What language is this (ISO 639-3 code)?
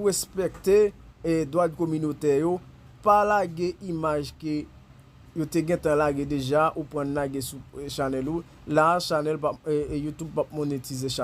hat